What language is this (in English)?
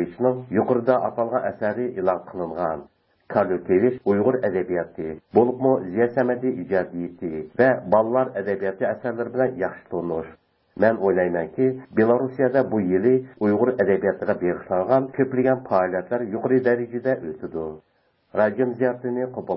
Uyghur